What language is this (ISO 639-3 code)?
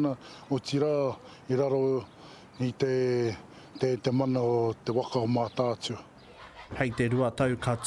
mri